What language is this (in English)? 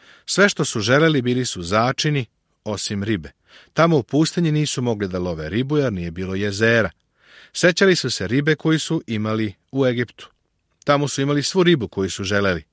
Serbian